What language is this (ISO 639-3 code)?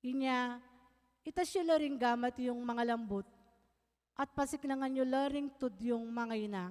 pam